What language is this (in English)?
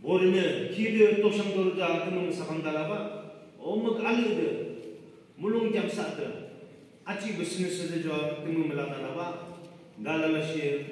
Yimchungru Naga